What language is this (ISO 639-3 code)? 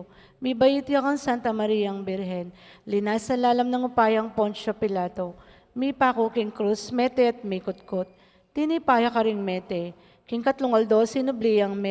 pam